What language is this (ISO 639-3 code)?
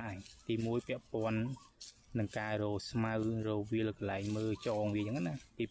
khm